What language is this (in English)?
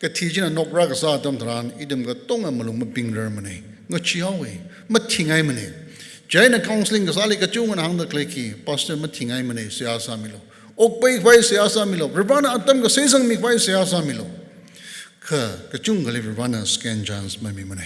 Tangkhul Naga (India)